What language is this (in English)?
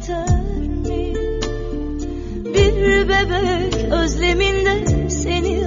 Turkish